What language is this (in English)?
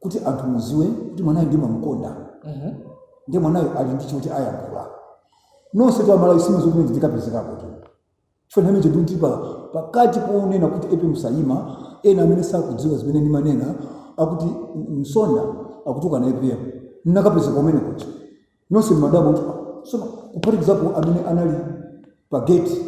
Nyanja